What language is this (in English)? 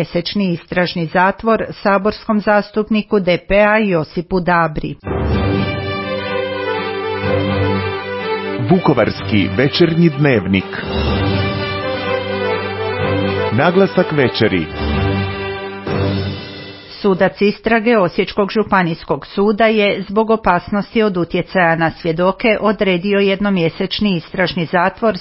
Croatian